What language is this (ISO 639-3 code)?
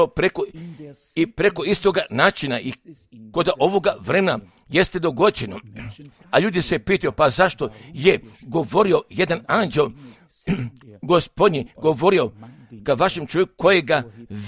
hrv